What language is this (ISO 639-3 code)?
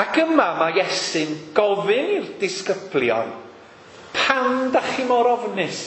cym